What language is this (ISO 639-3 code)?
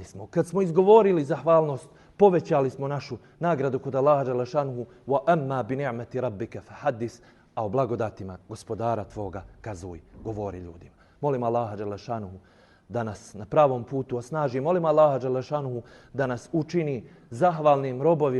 bos